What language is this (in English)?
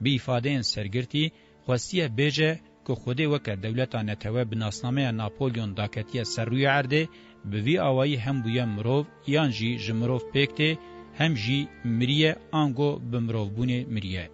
Kurdish